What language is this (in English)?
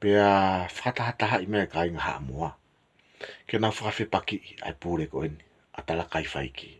Tongan